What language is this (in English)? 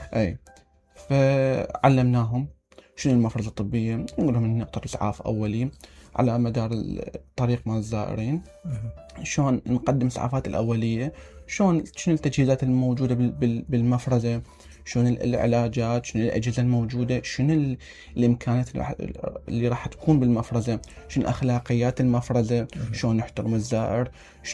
Mesopotamian Arabic